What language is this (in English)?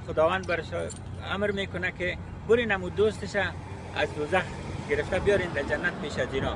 Tajik